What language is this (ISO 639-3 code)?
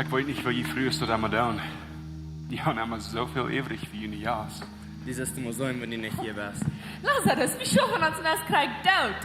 pdt